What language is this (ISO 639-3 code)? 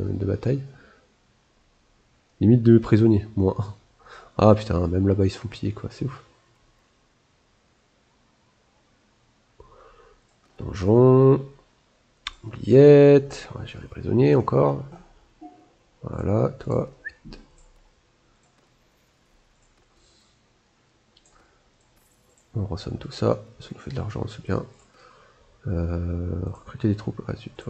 fra